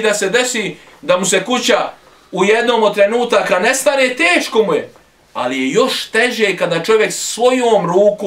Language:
Bosnian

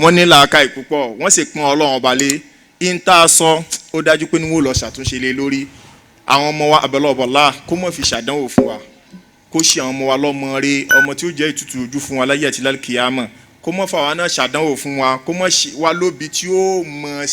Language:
Yoruba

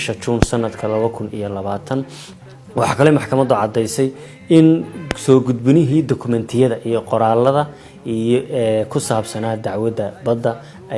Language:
Somali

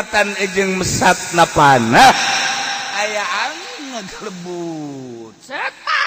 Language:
Sundanese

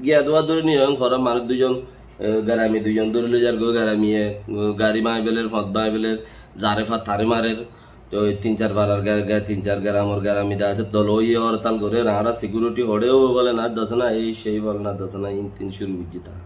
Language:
Rohingya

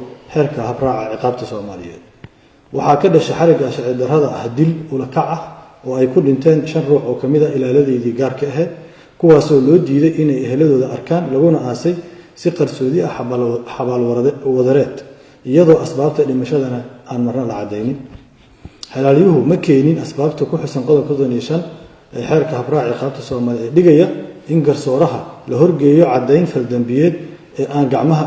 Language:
Somali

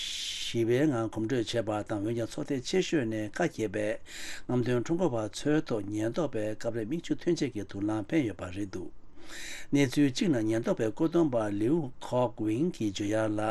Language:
Tibetan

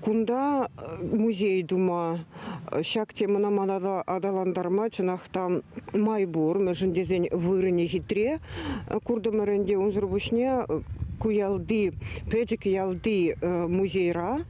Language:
Chuvash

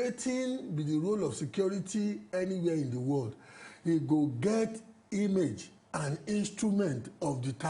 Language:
Nigerian Pidgin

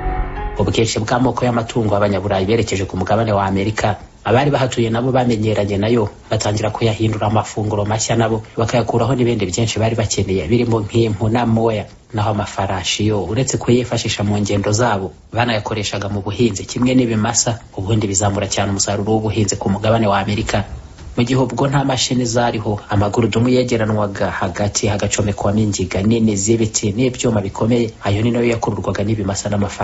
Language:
Kinyarwanda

